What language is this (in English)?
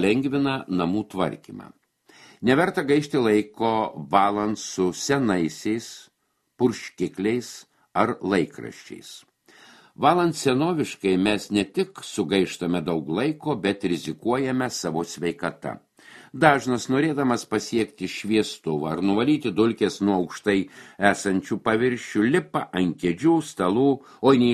Lithuanian